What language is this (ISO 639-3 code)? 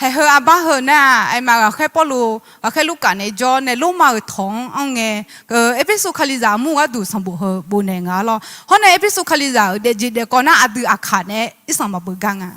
ahk